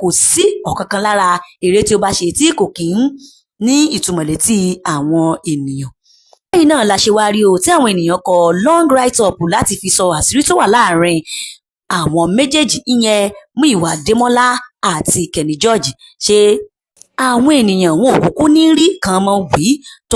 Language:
Yoruba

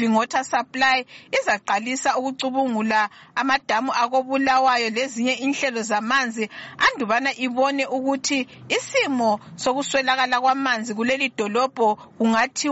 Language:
North Ndebele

